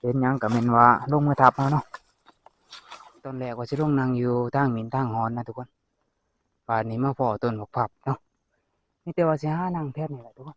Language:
Lao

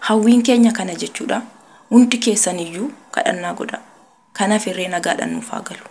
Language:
Oromo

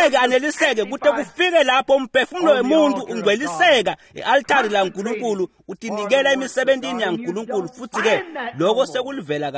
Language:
Swati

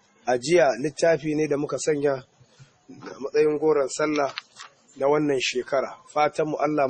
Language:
Hausa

